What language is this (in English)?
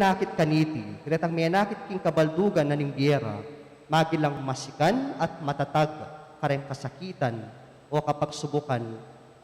Pampanga